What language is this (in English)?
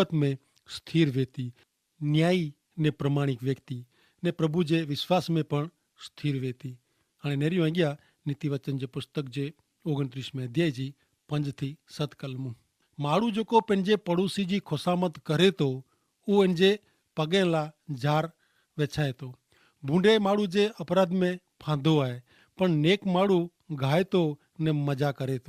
Kachhi